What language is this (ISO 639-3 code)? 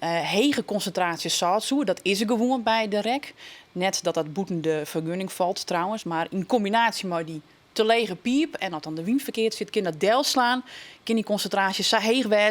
fry